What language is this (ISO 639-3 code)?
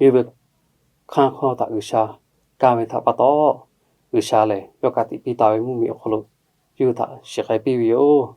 lhu